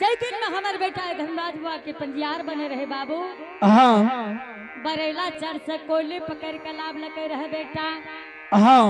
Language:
Angika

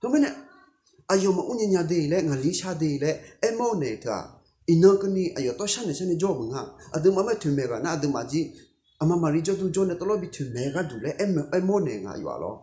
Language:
Akha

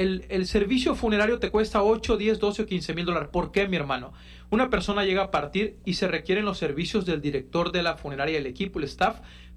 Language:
Spanish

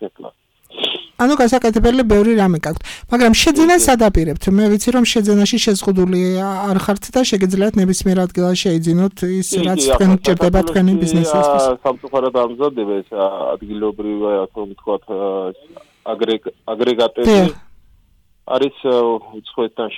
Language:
Georgian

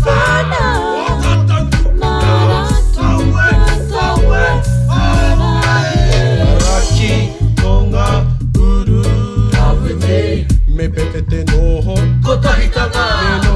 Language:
Māori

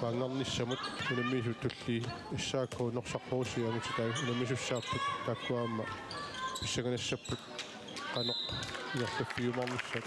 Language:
Kalaallisut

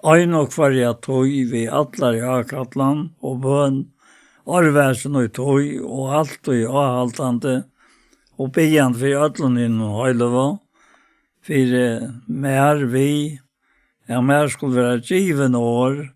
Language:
Faroese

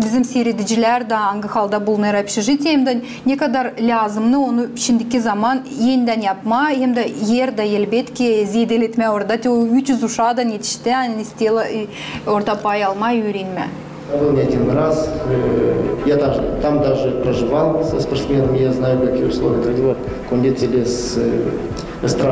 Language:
Gagauz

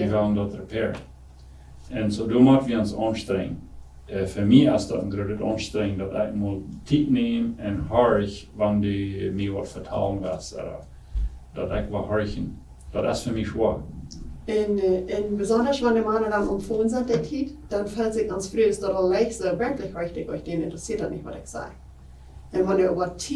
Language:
Plautdietsch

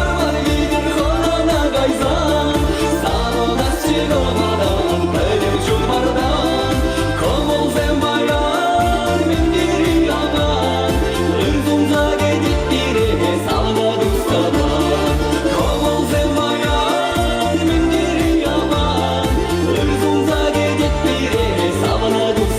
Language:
Chuvash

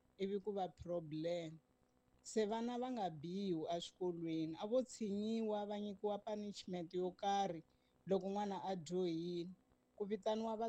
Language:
Tsonga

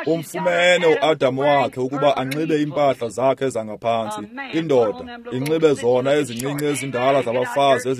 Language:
Xhosa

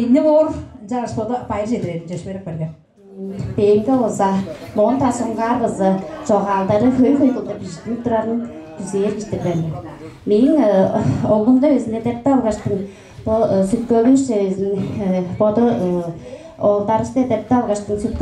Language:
Tuvinian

